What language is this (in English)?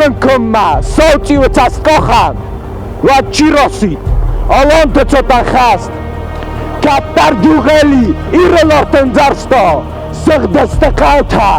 Ossetic